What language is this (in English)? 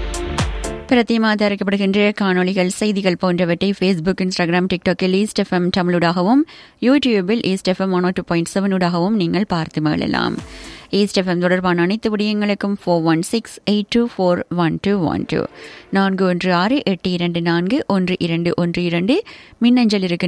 Tamil